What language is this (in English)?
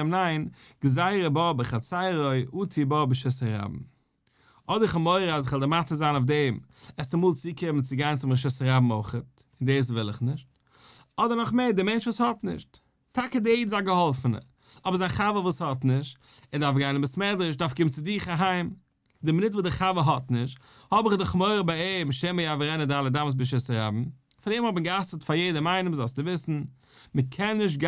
Yiddish